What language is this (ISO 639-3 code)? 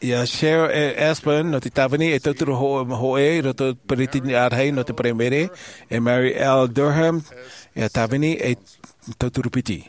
tah